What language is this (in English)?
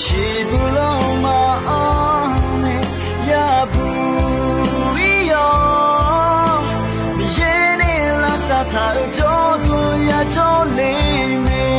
Akha